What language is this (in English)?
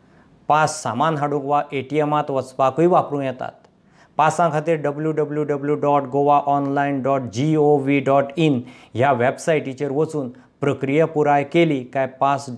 Konkani